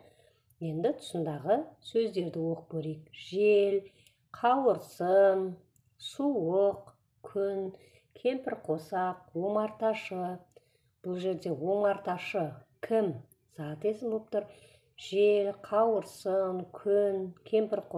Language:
Kazakh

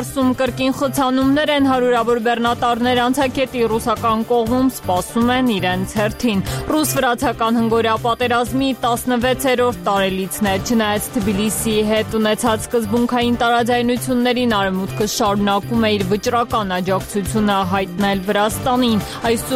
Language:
Armenian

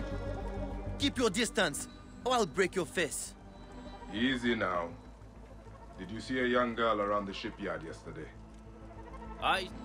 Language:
English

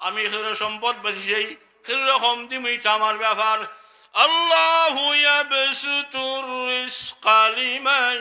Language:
Sylheti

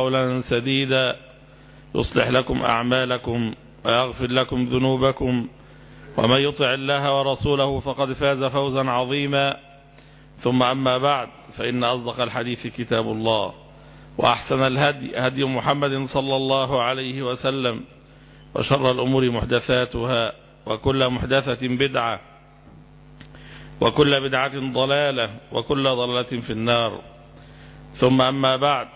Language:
Arabic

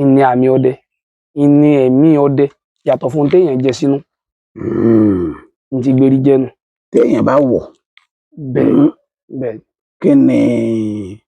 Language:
Yoruba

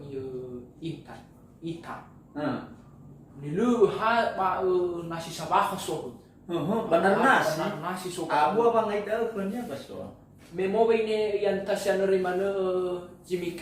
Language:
Nias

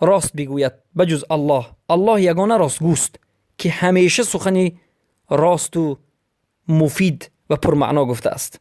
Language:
Persian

